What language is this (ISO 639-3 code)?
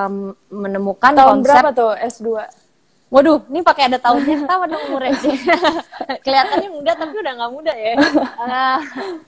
ind